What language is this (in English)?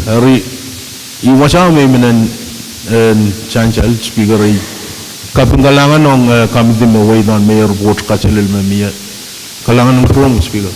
Pohnpeian